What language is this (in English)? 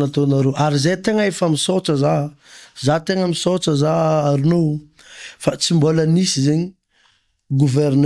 Malagasy